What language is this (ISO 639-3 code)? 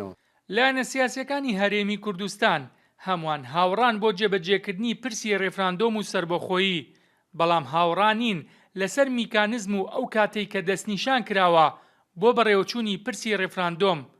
ckb